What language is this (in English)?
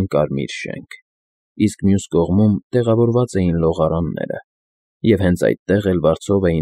Armenian